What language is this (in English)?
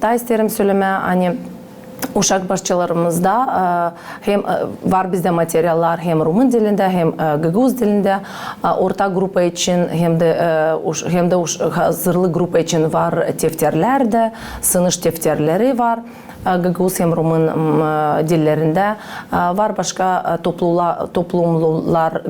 Gagauz